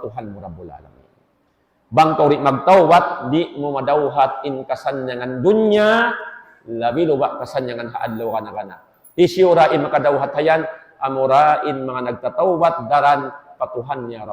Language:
Tausug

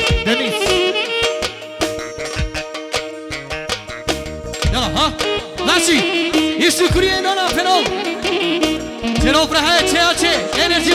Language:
Romanian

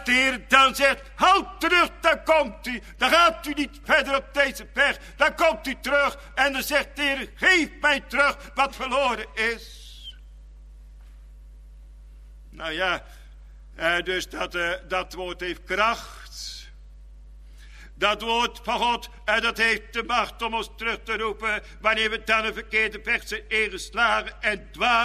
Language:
Dutch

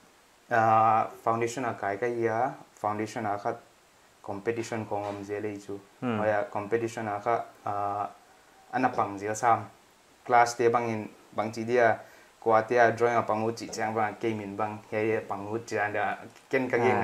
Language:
Paite Chin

